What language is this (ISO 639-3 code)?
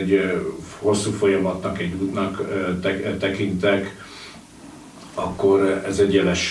hun